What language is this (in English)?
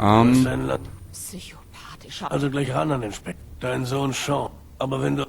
Bavarian